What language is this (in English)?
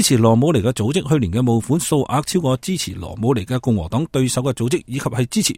Cantonese